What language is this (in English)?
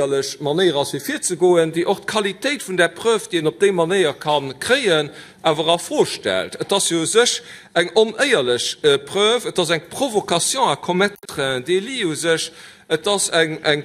Luxembourgish